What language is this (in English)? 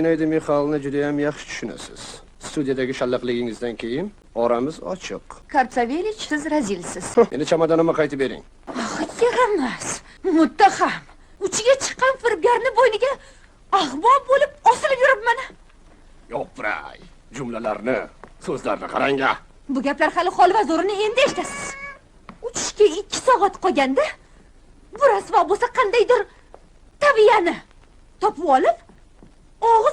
Uzbek